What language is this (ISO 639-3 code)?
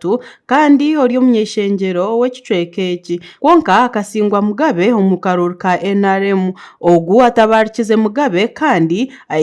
nyn